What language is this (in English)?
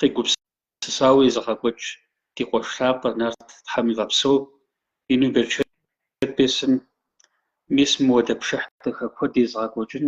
Kabardian